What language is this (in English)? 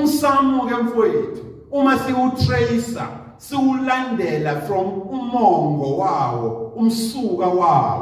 Zulu